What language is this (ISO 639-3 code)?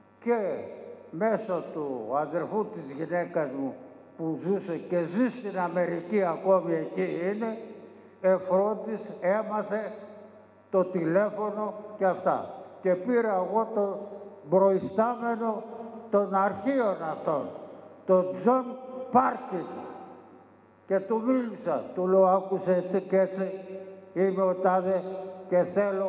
ell